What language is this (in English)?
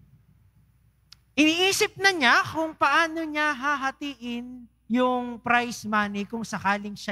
Filipino